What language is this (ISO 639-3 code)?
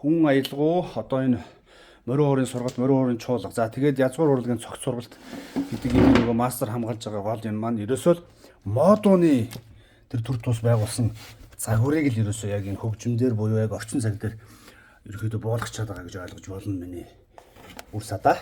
mon